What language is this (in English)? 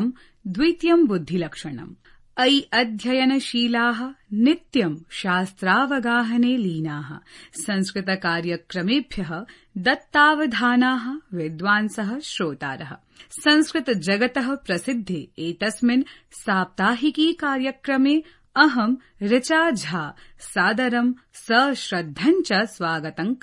Sanskrit